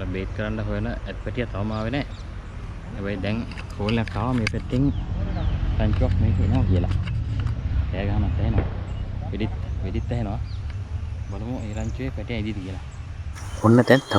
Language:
Sinhala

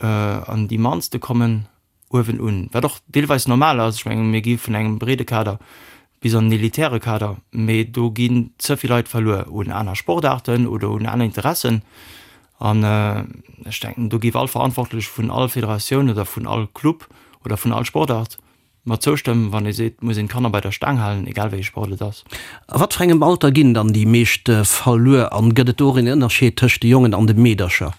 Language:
Luxembourgish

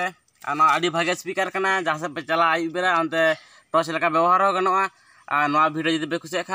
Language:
Santali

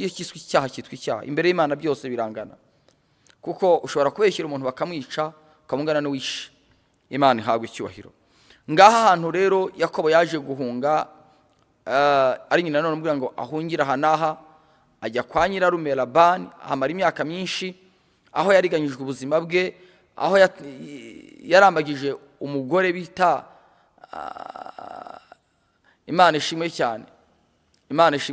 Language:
Kinyarwanda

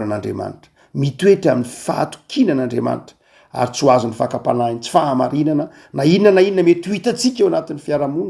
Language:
Malagasy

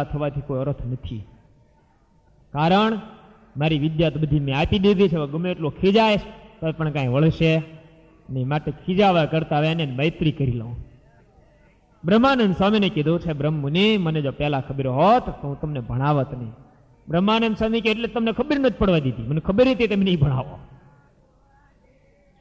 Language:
Gujarati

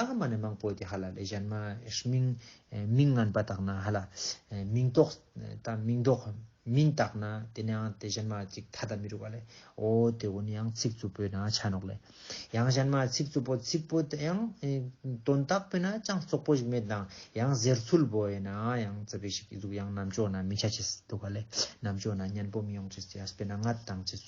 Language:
Ladakhi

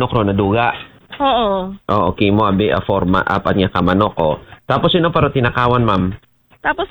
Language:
Aklanon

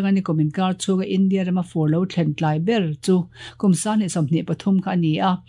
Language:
Mizo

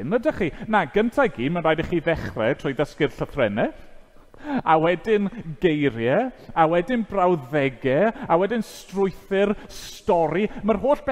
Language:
Welsh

